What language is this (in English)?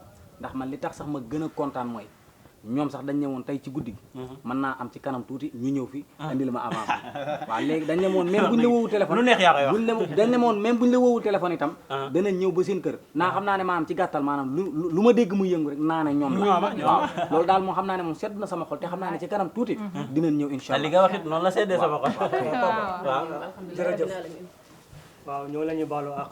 Wolof